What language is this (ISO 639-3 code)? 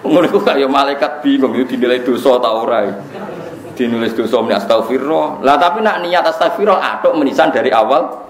jav